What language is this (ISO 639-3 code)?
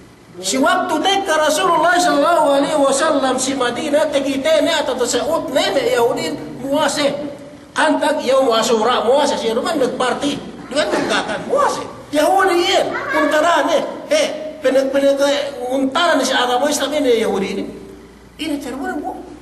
yka